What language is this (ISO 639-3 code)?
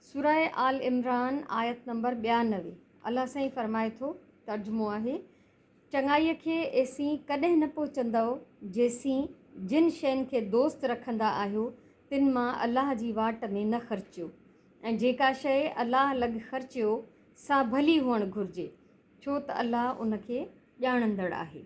snd